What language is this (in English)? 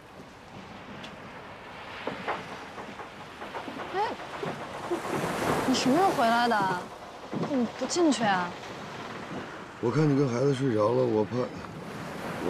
Chinese